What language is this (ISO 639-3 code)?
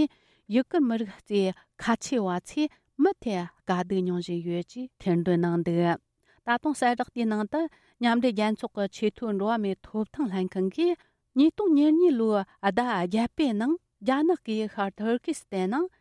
bod